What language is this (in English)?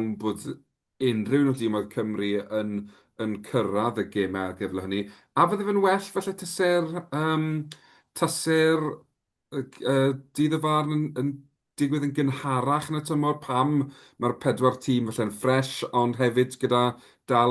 Welsh